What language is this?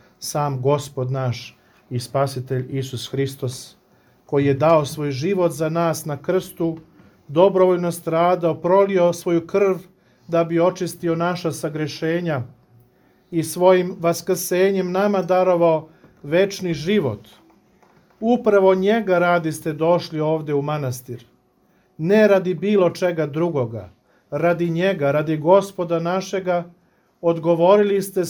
Serbian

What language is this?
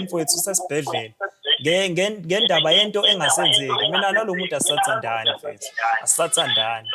Zulu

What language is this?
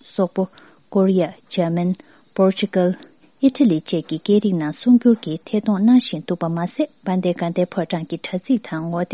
Tibetan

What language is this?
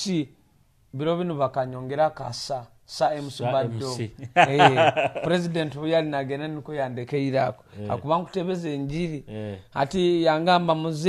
Nyoro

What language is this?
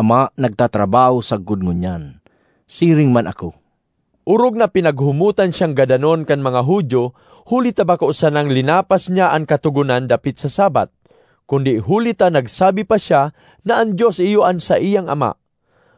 Bikol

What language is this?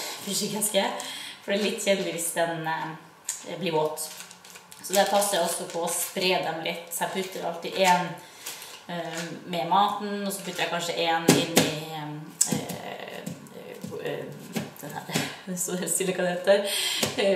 Norwegian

